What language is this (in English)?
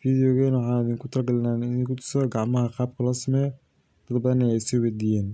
Somali